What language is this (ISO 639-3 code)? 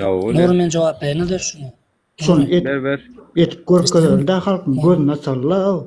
tuk